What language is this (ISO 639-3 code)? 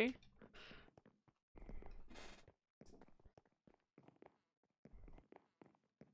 nld